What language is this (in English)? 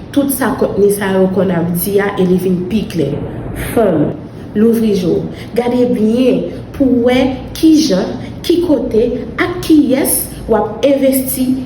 Haitian Creole